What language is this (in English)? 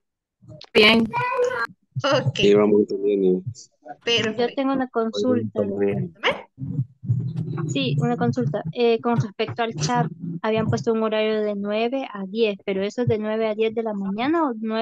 Spanish